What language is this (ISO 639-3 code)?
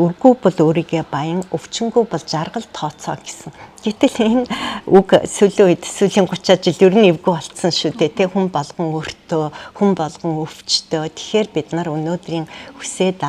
mon